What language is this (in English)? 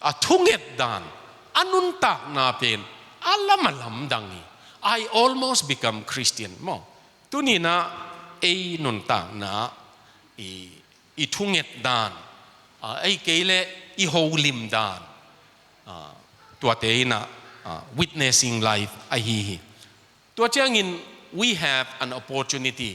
Tedim Chin